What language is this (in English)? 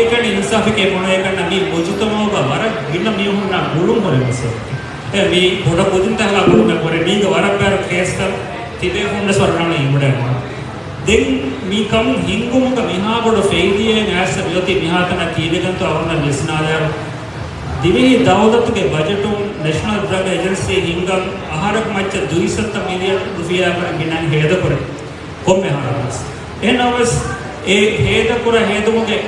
Divehi